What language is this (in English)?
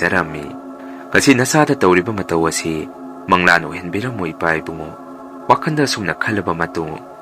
Manipuri